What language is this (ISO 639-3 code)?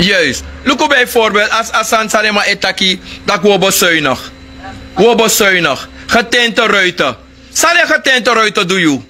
srn